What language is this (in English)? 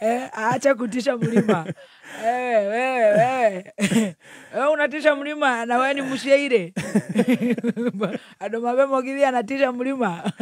Kikuyu